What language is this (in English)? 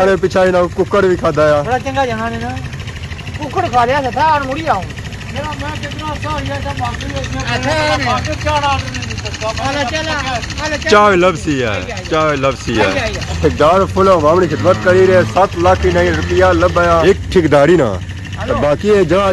Pahari-Potwari